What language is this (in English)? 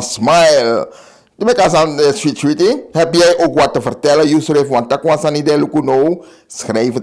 Sranan Tongo